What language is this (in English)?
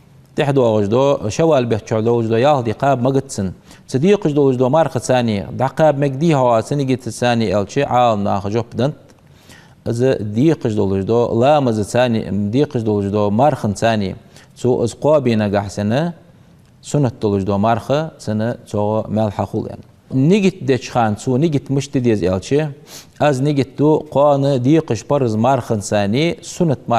Ingush